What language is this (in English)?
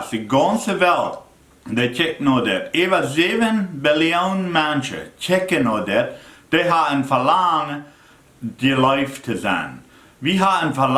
Plautdietsch